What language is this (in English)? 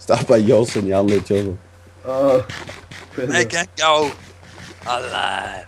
Faroese